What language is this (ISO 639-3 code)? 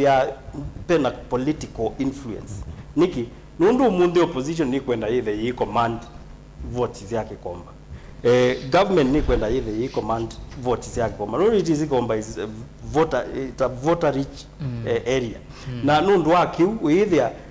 kam